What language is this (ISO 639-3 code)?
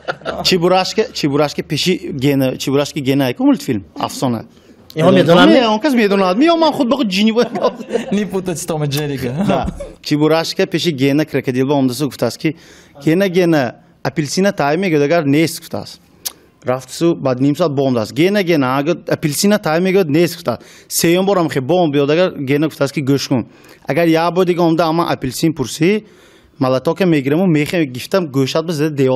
tgk